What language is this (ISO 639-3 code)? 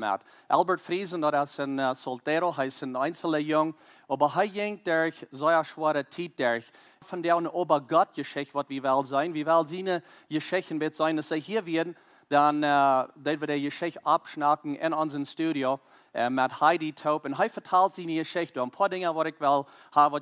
pdt